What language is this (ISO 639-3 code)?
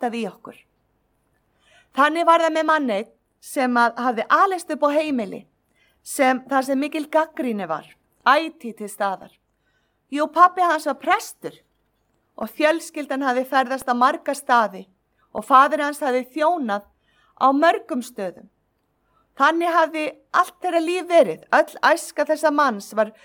isl